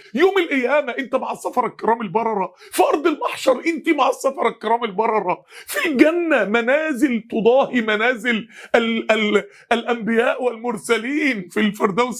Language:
Egyptian Arabic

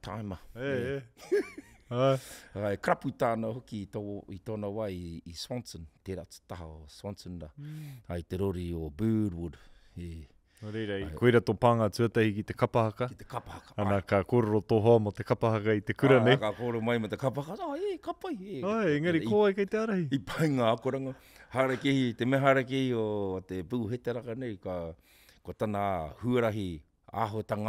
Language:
Māori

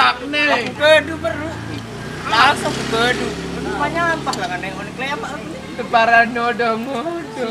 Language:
Sasak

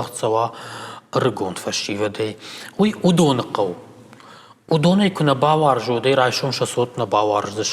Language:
Ossetic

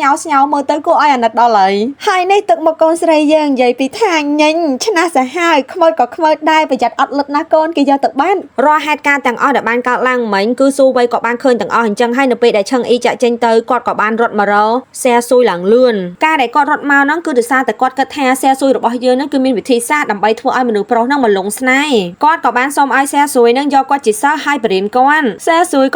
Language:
Khmer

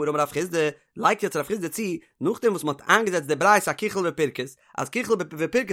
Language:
Yiddish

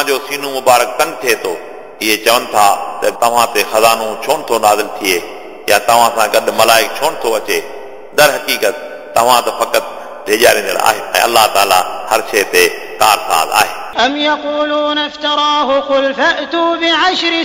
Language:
Sindhi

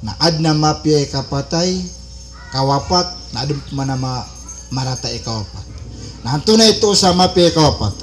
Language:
Maranao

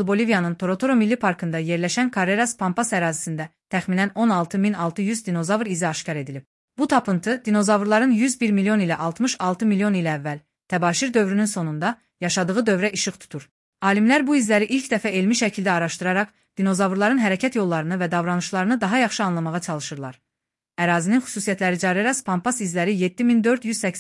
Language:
Azerbaijani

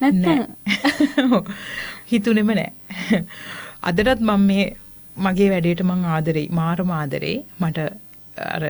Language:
Sinhala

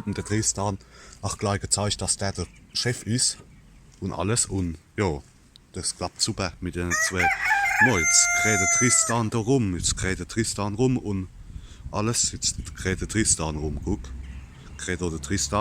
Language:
Palatine German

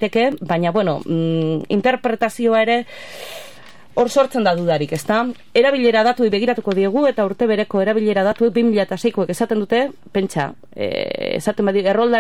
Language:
Basque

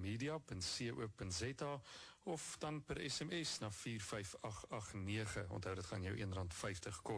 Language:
Afrikaans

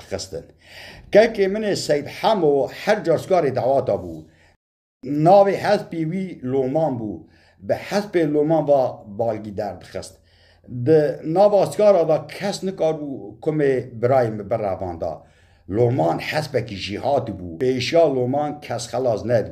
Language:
Kurdish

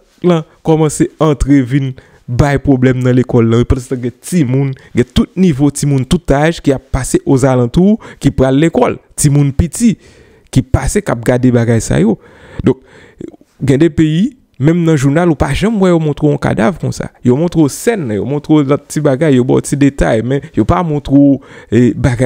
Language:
Haitian Creole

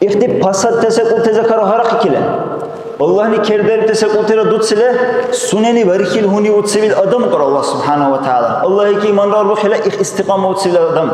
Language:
Dargwa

